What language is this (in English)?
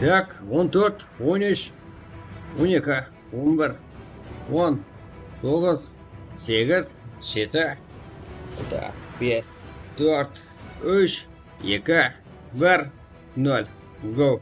Kara-Kalpak